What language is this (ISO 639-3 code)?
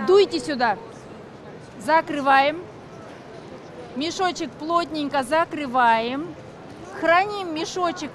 rus